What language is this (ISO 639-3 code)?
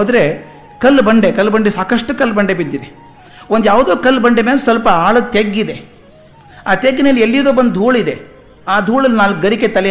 kan